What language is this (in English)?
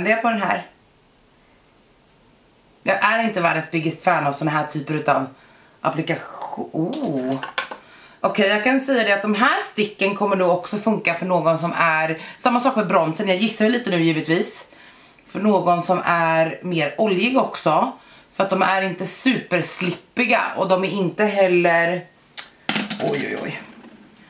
Swedish